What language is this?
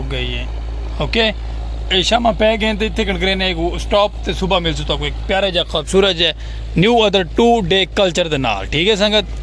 Saraiki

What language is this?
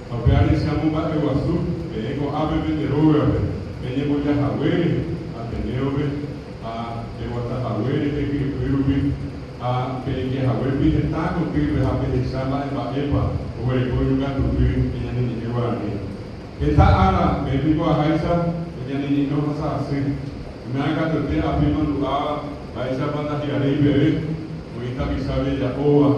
Guarani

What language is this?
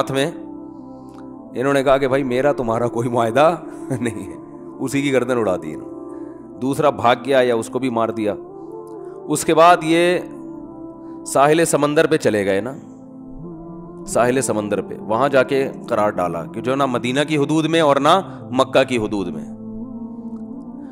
Urdu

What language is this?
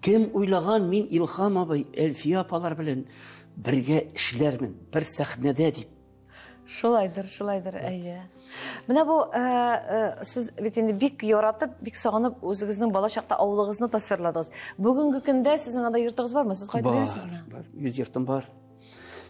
Tatar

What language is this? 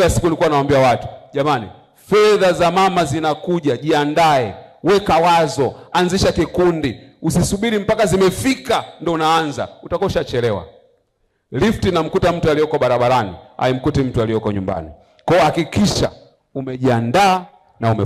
Swahili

